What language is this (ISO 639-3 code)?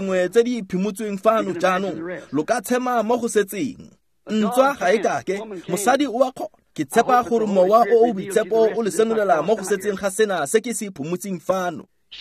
tsn